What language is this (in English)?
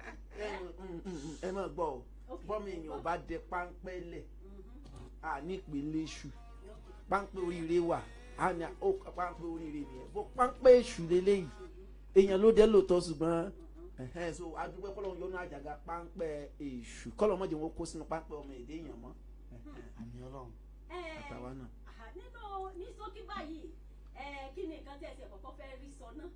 Yoruba